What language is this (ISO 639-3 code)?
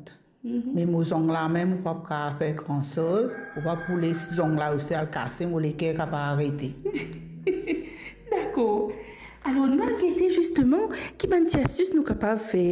mfe